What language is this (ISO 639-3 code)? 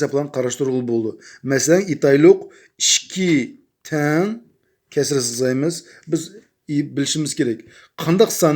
uig